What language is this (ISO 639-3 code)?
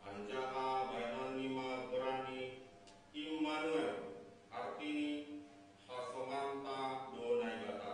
bts